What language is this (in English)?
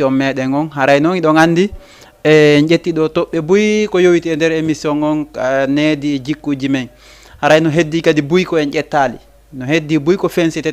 Fula